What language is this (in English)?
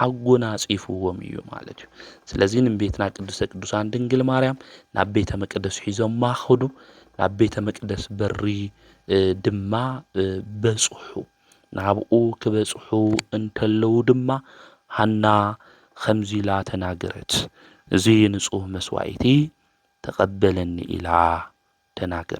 Tigrinya